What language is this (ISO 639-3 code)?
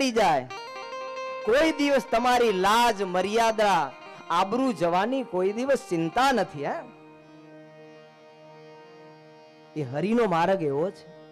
guj